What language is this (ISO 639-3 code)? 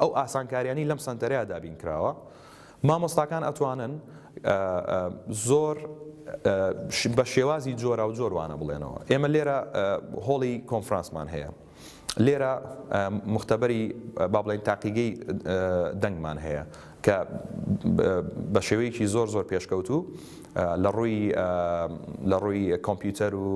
ckb